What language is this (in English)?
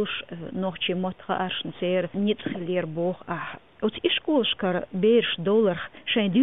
Chechen